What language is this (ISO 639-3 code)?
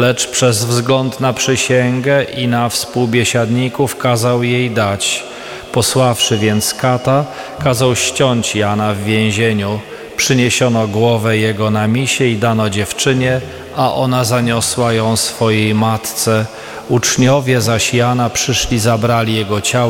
pol